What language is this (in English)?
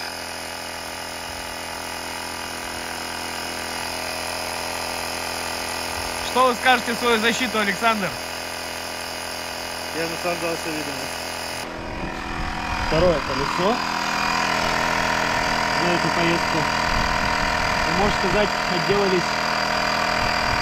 Russian